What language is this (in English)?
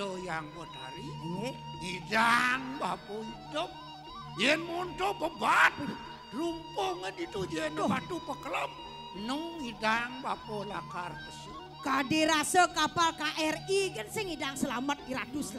Balinese